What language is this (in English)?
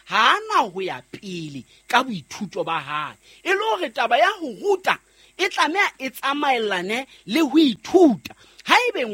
Southern Sotho